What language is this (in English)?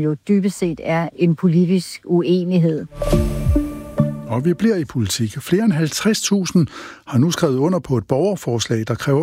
Danish